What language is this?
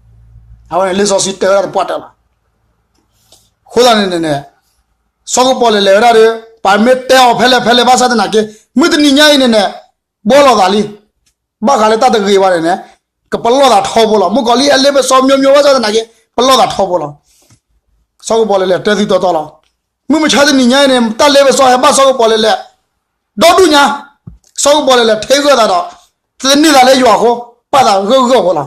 S'gaw Karen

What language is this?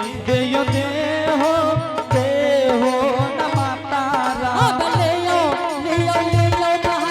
Angika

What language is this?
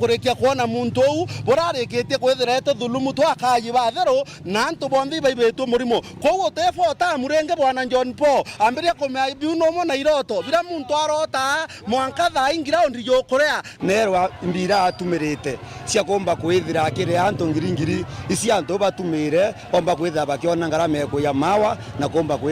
Meru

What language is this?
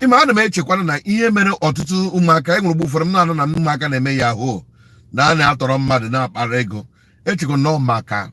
Igbo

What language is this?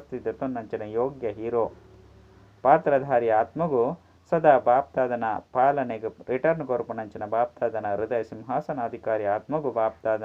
Tulu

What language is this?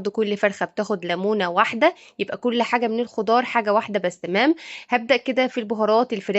Egyptian Arabic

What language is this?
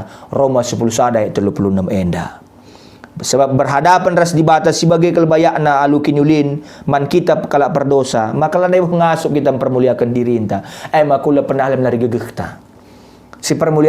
Batak Karo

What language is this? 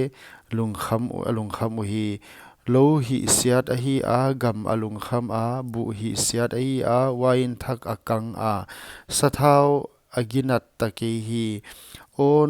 Paite Chin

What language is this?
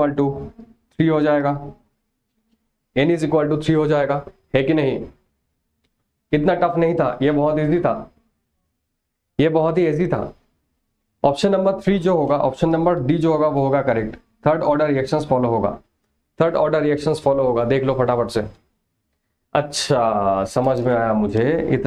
Hindi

